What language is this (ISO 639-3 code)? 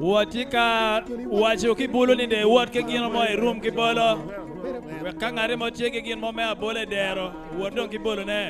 ach